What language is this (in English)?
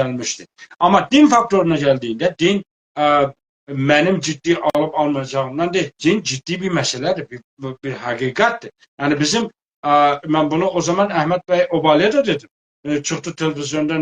South Azerbaijani